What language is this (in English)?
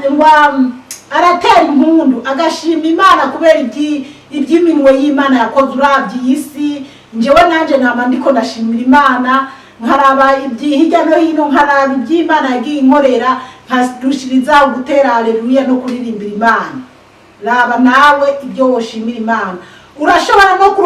Rundi